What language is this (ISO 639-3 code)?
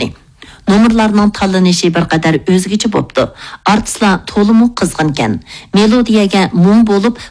uig